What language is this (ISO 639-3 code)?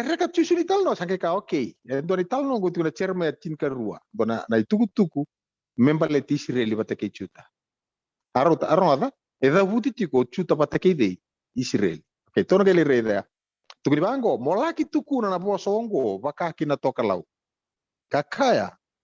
fij